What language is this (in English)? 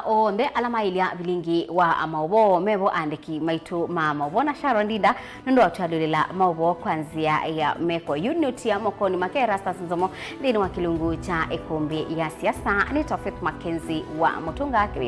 Kamba